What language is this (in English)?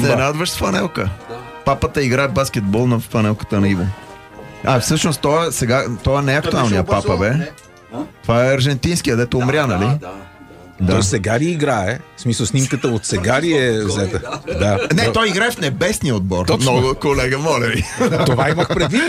Bulgarian